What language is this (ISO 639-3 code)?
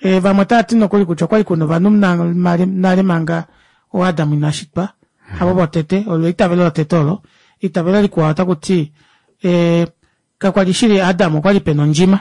kua